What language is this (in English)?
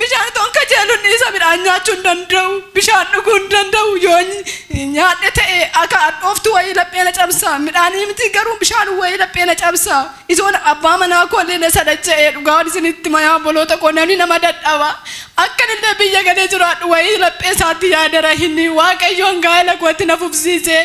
Oromo